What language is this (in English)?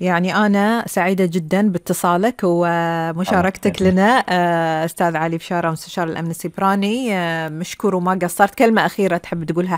Gulf Arabic